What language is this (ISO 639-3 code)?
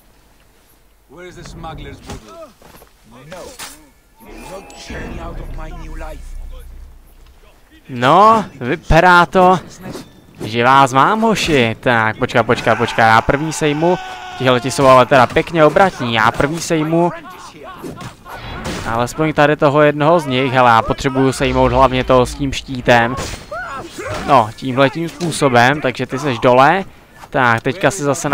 ces